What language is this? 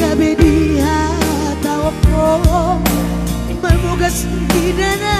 Batak Toba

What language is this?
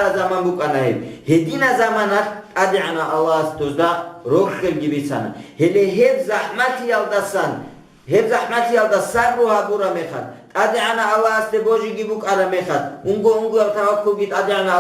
Avaric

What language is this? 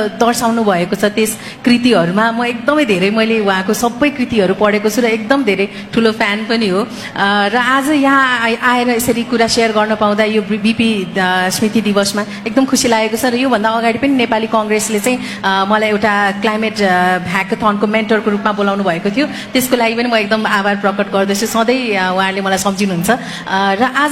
Nepali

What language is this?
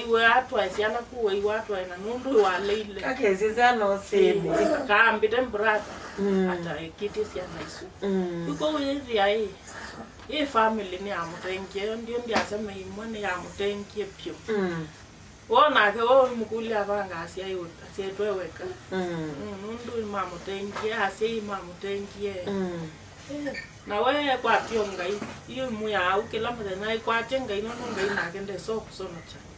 Kamba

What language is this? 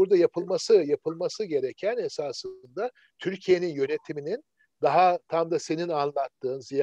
Turkish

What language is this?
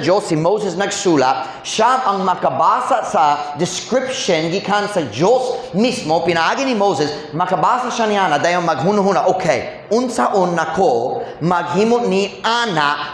Cebuano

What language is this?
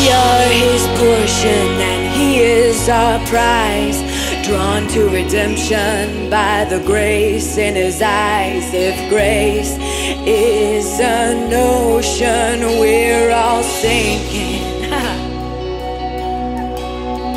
English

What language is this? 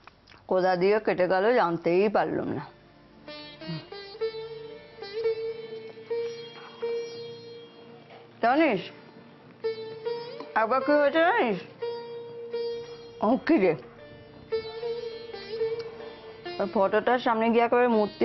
Bangla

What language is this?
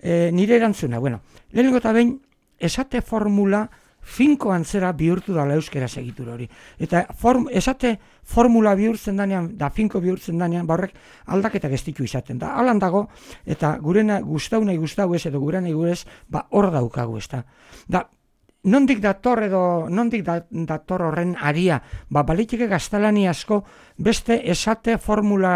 Basque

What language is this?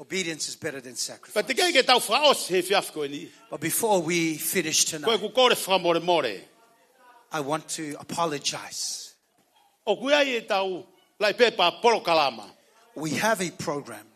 Tongan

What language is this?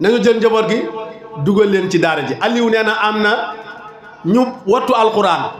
Wolof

